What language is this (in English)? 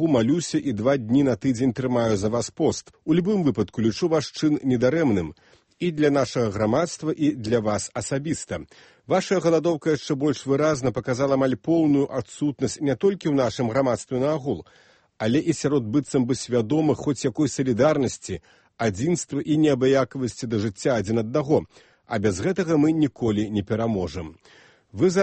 Belarusian